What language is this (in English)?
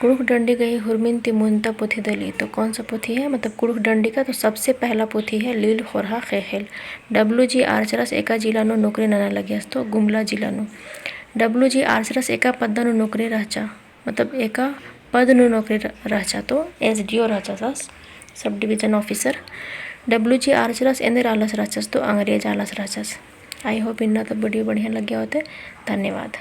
Kurukh